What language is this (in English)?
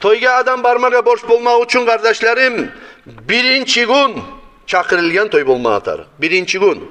Kumyk